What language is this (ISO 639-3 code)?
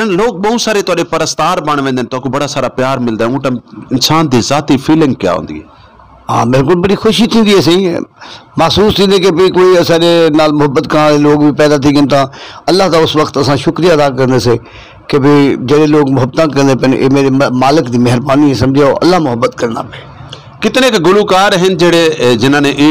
skr